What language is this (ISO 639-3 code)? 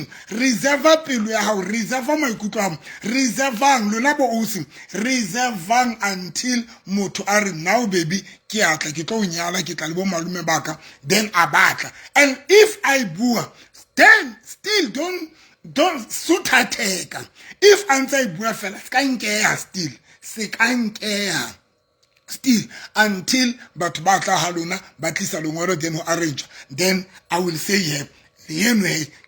sot